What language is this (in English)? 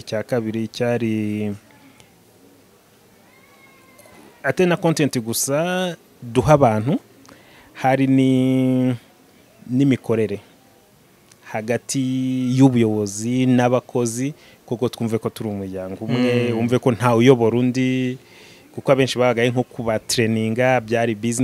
Kinyarwanda